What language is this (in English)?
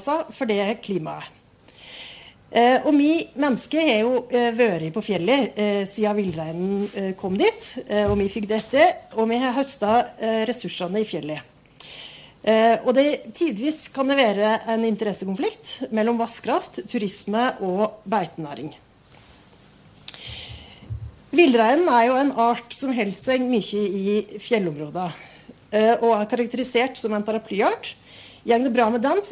Norwegian